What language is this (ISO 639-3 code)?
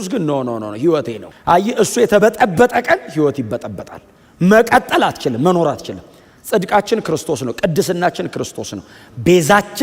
amh